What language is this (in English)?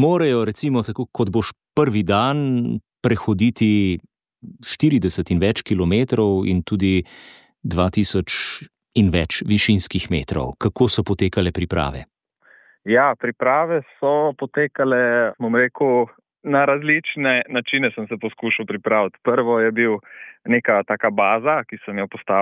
Slovenian